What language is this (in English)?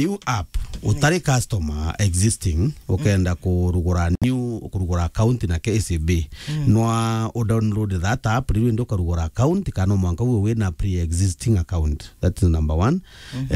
Meru